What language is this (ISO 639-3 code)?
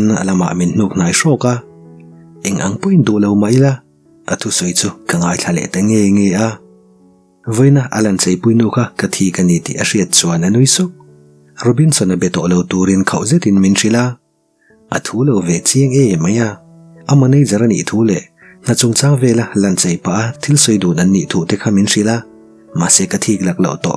lus